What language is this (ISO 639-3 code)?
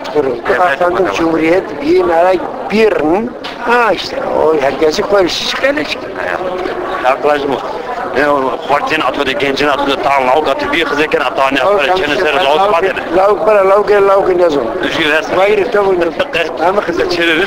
zza